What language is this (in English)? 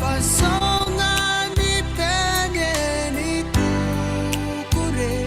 Gilbertese